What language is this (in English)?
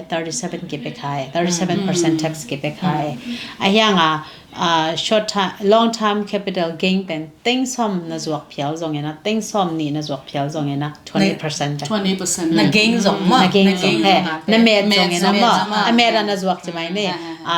Tedim Chin